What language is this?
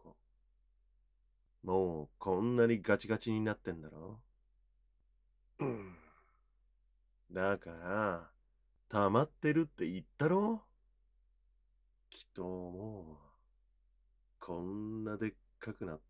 Japanese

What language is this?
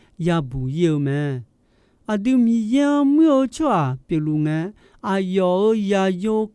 Akha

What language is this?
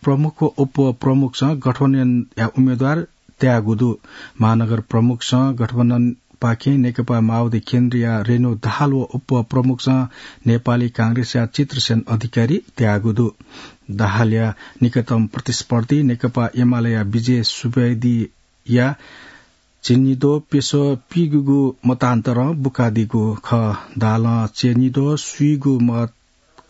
Newari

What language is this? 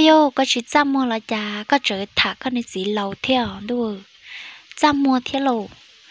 Hmong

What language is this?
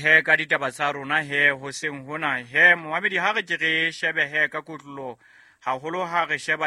Southern Sotho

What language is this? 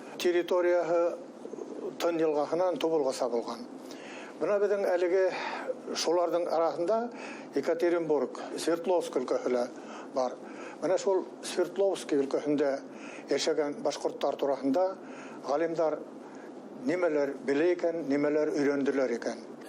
Bashkir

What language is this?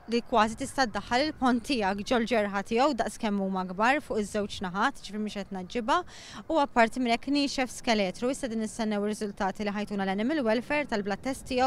Maltese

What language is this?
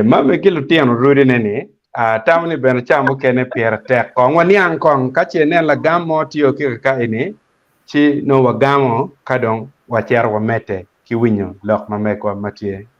Acoli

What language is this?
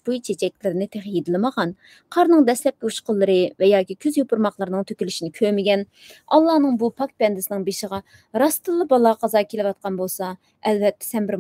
Uyghur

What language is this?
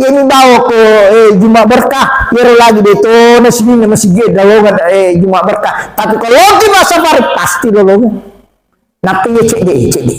Buginese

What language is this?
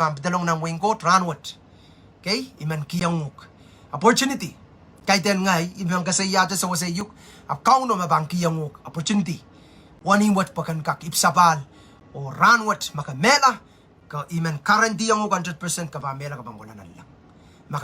Pohnpeian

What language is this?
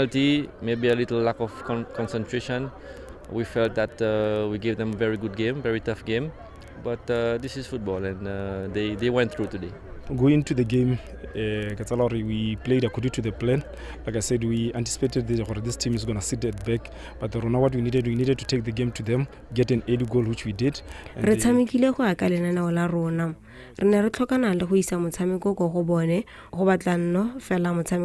Tswana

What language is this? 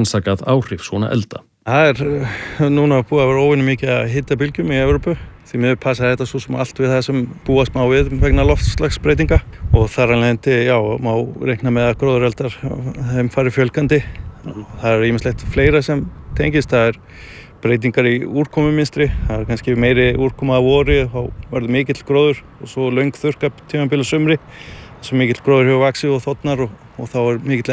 Icelandic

